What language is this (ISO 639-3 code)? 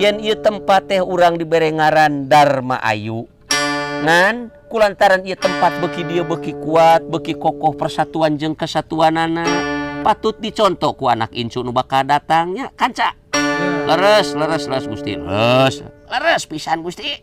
sun